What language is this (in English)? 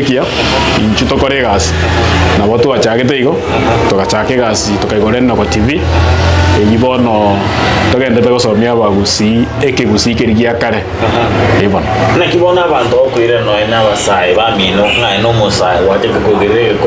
Gusii